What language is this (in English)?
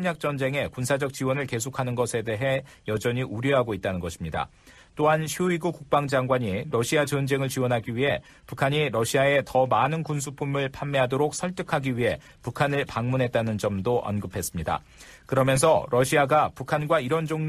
Korean